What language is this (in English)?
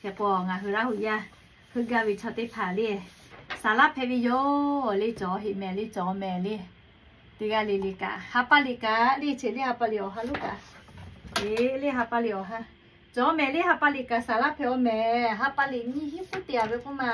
Lahu